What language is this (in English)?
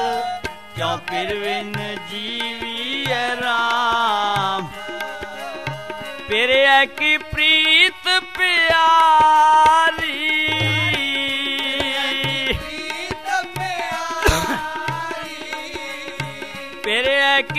Punjabi